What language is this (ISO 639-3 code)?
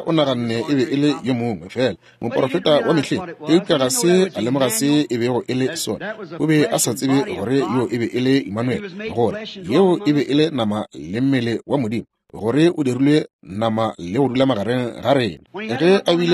nso